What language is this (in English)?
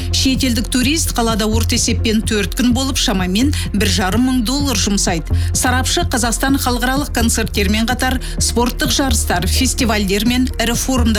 Kazakh